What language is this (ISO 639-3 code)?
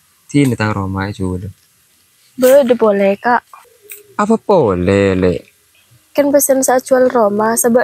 mad